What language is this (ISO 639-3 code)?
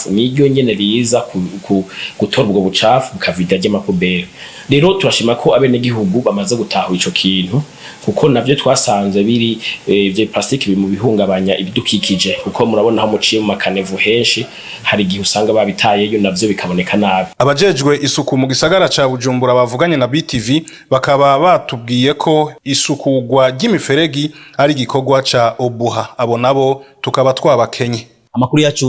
run